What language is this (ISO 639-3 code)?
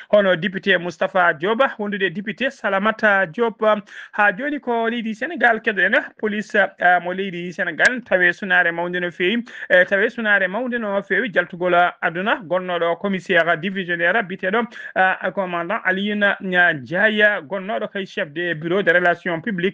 ful